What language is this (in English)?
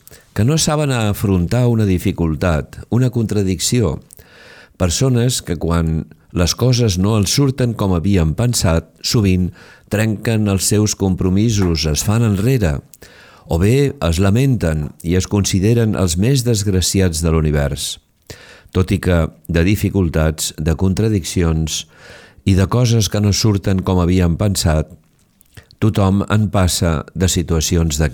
Catalan